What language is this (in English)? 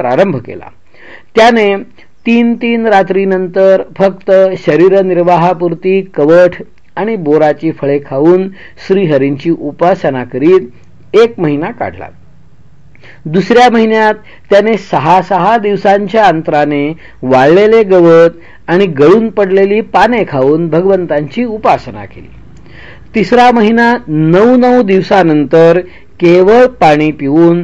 Marathi